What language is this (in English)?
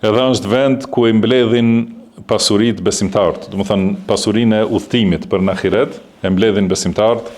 Albanian